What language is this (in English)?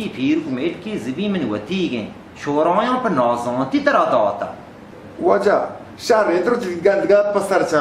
Baluchi